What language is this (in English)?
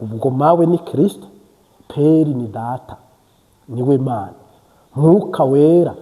Kinyarwanda